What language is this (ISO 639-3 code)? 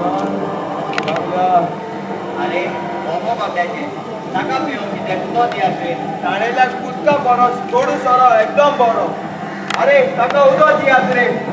kok